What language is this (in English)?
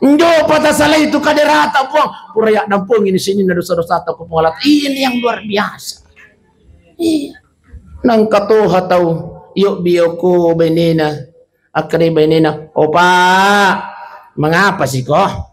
Buginese